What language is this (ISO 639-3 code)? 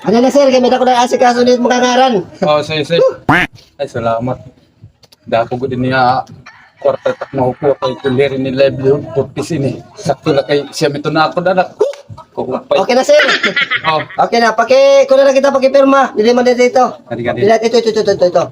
war